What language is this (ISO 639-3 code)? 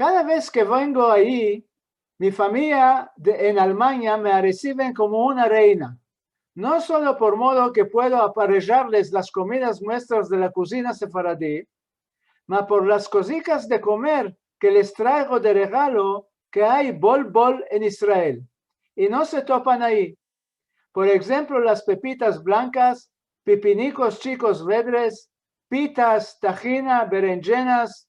lad